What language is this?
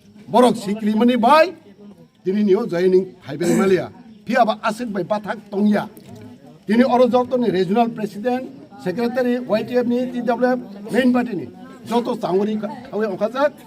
Kok Borok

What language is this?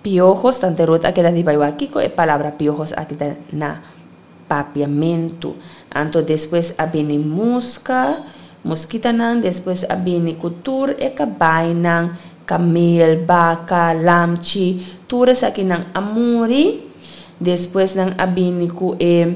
Papiamento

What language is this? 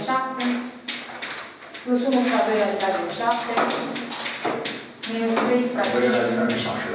Romanian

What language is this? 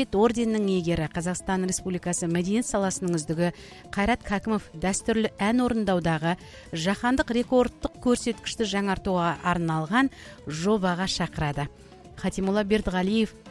Kazakh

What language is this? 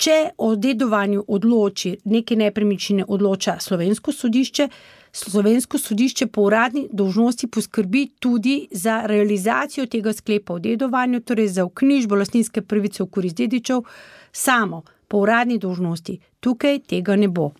Slovenian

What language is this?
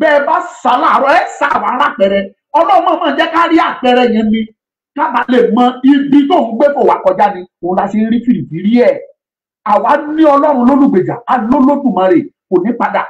Yoruba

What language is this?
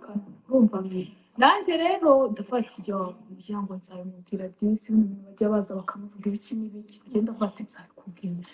Kinyarwanda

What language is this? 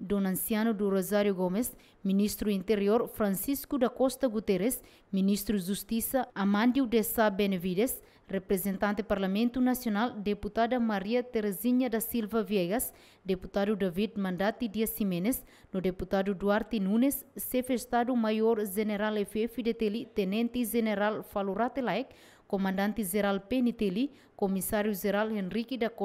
Tetum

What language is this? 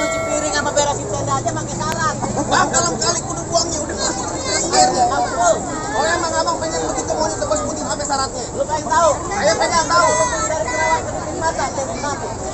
Betawi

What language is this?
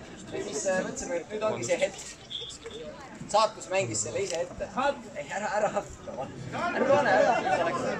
Estonian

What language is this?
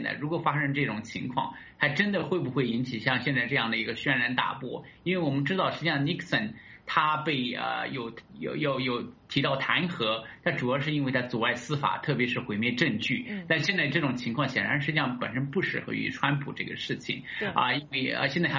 Chinese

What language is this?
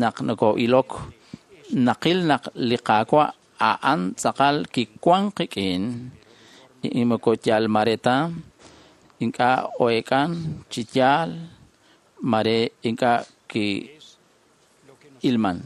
Kekchí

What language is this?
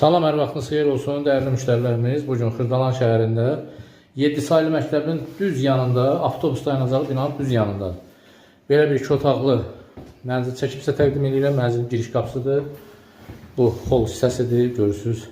Azerbaijani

